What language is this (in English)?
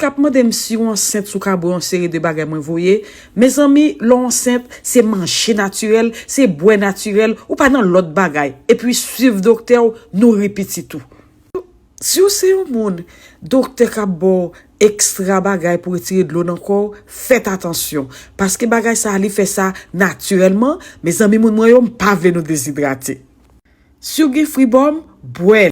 Haitian Creole